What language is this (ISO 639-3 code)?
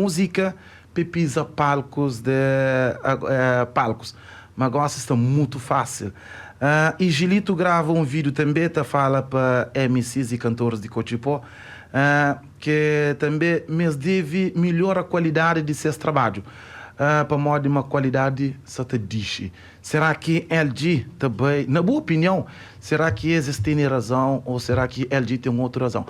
kea